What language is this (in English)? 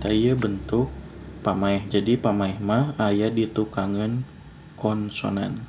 Sundanese